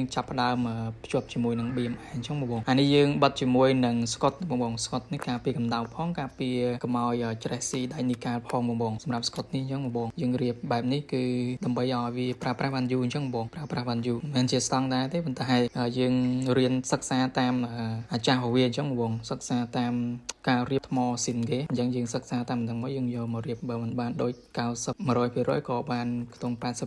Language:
Khmer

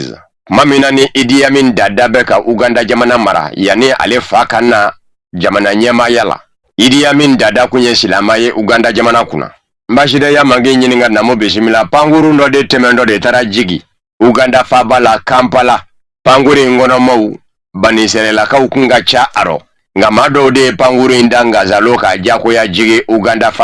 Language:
Bambara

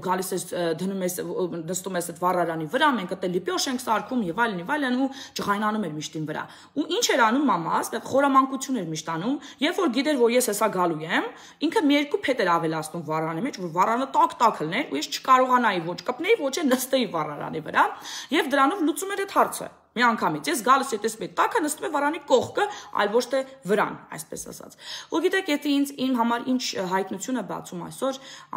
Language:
Armenian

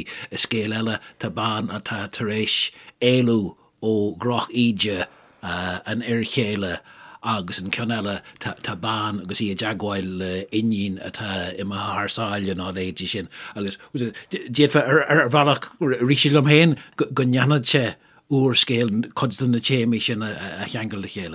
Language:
Irish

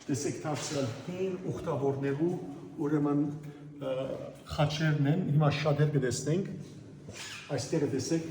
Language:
Western Armenian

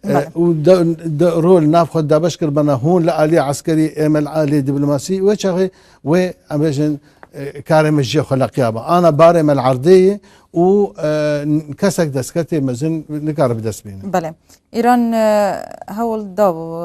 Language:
Kurdish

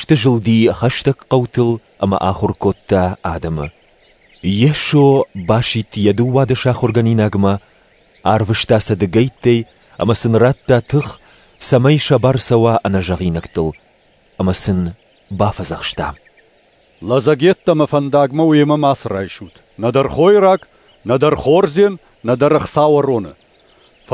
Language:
Ossetic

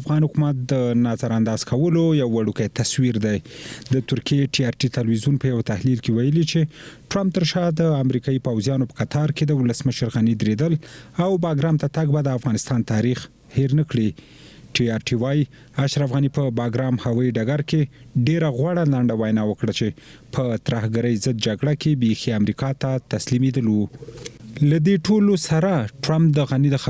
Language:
Pashto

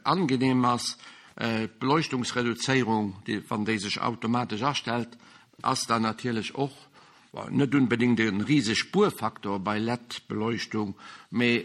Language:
Luxembourgish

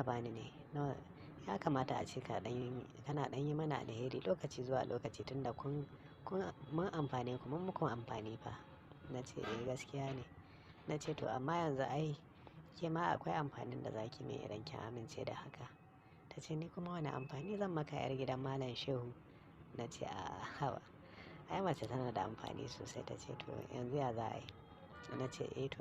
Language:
Hausa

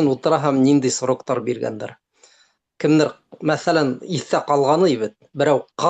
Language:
Bashkir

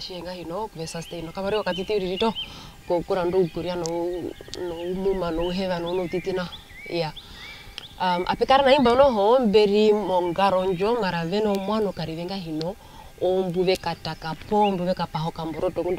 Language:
Herero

